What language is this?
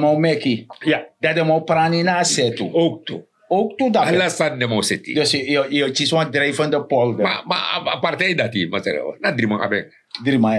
Sranan Tongo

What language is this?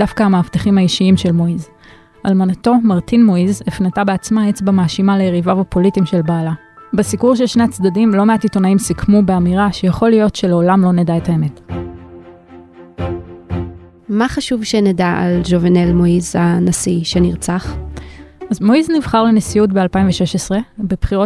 Hebrew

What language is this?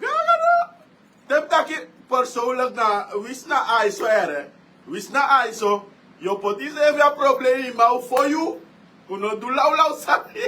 Sranan Tongo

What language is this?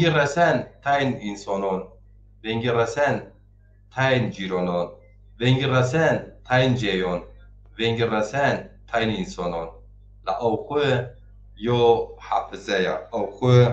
Zaza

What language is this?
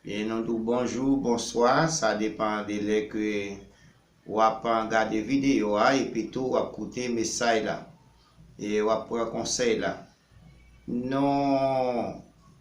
Haitian Creole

